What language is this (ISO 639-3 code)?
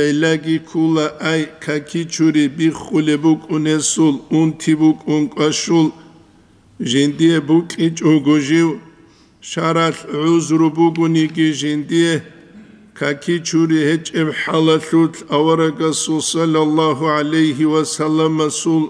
ava